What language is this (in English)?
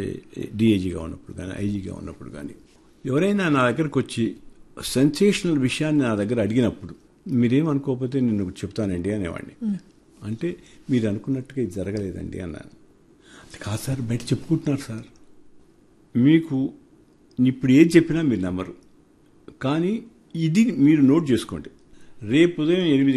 Telugu